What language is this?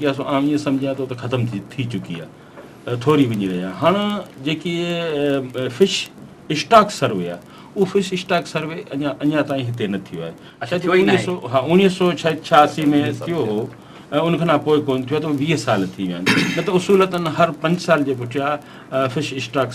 Sindhi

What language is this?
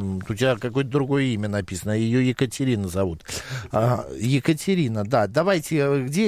Russian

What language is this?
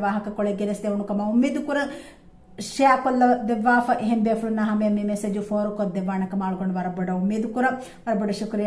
Divehi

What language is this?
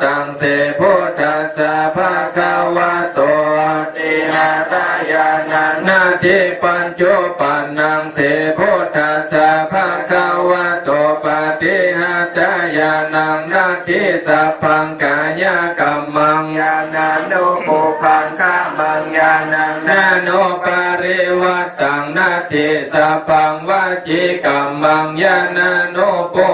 Pali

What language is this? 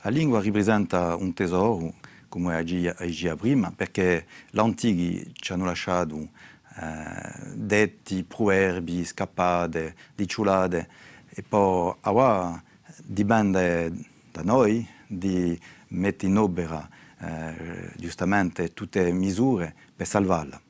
Corsican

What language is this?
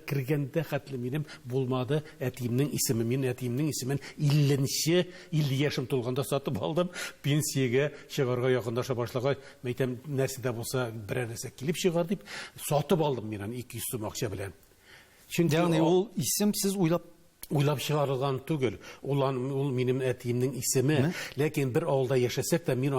Tatar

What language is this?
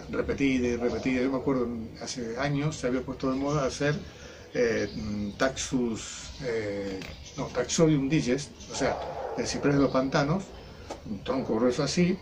Spanish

